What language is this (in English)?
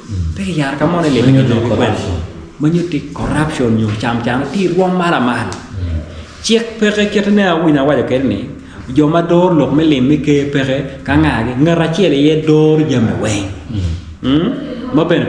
Acoli